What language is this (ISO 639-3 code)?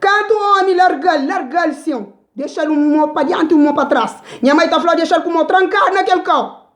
kea